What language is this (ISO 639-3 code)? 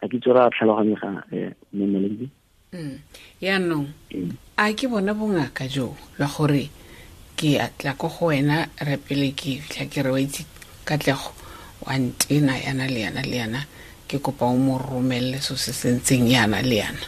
tsn